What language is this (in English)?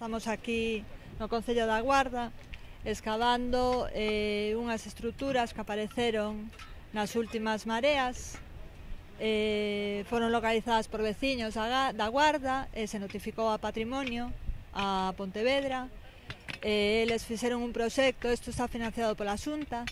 Galician